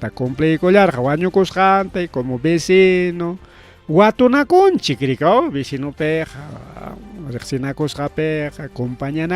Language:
Ayacucho Quechua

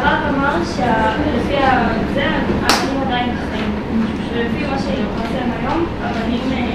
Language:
Hebrew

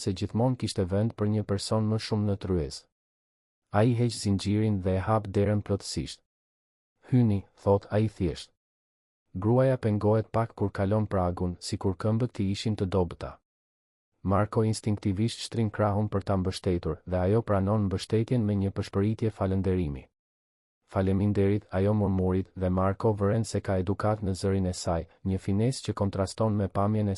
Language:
Albanian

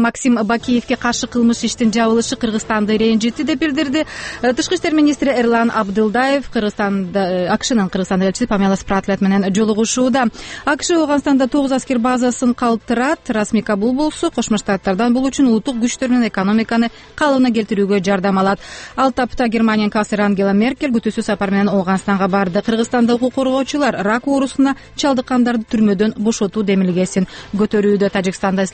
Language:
Kyrgyz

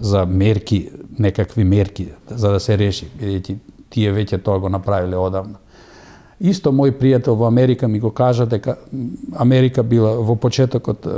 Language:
Macedonian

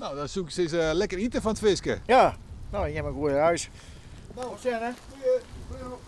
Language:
Western Frisian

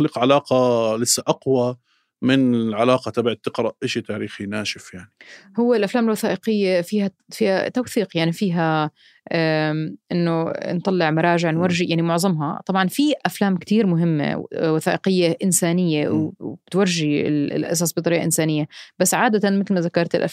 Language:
North Levantine Arabic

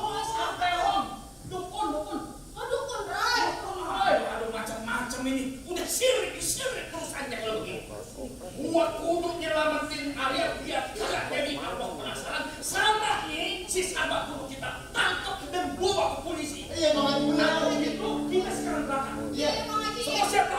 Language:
Betawi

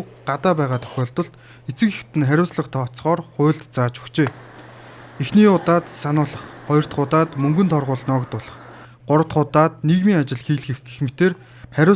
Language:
Mongolian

